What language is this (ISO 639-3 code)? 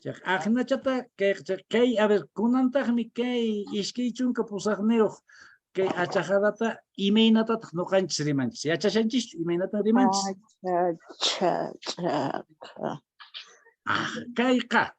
que